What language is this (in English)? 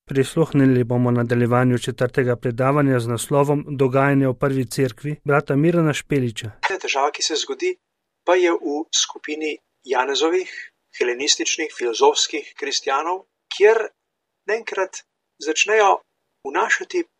Slovenian